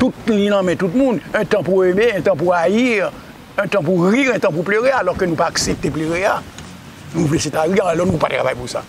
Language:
Haitian Creole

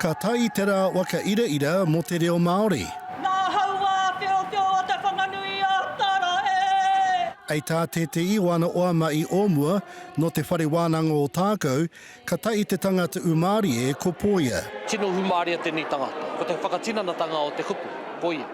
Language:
Māori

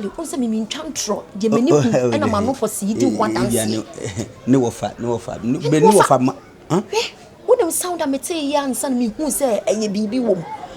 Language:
Akan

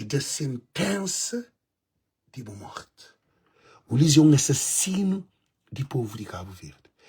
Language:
Kabuverdianu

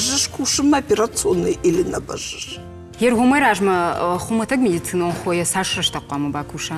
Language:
Ossetic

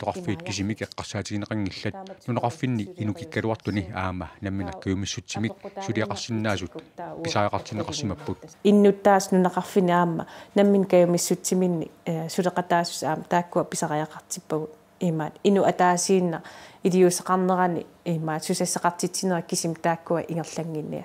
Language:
Kalaallisut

